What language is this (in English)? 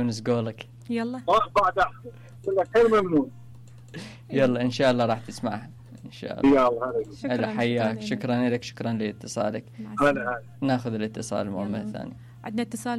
Mesopotamian Arabic